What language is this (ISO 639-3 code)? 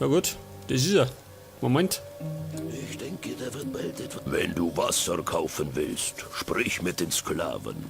bar